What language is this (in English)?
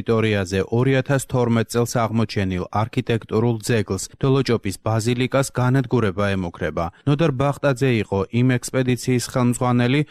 Georgian